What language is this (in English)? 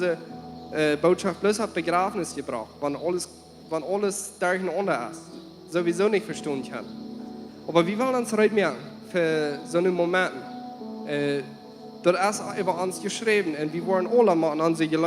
Plautdietsch